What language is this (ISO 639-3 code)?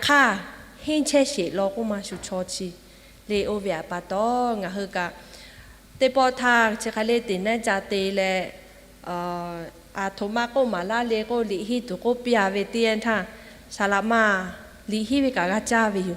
lhu